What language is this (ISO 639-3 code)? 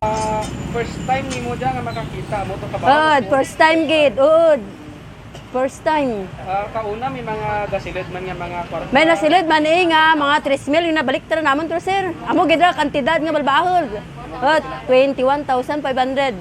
krj